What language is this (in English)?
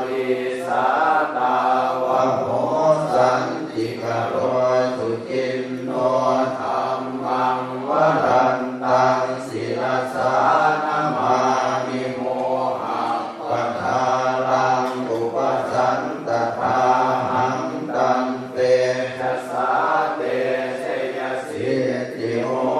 Pali